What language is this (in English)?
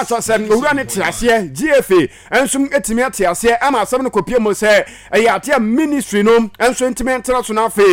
Akan